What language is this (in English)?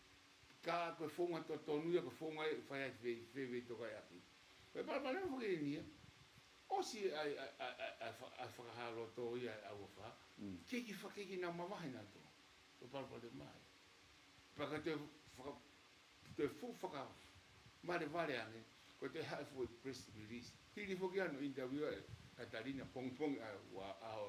Tongan